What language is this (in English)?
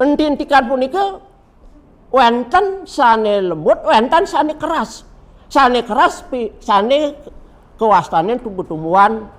Balinese